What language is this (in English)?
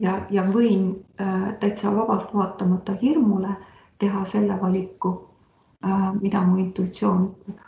Estonian